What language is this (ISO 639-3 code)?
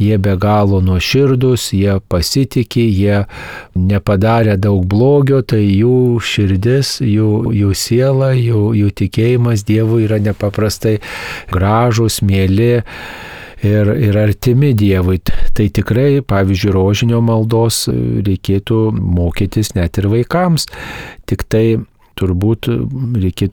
lit